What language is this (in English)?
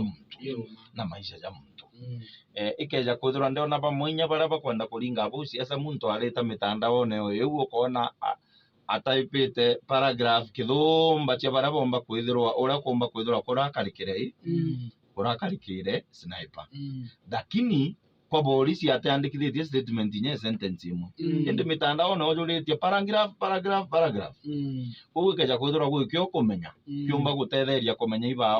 Meru